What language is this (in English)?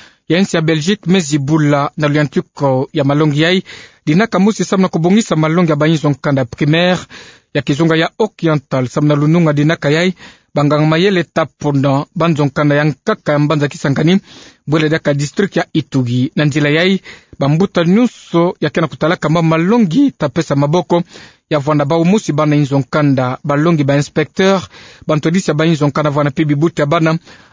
Kituba (Democratic Republic of Congo)